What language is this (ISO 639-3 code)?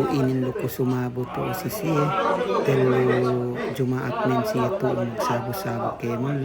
yka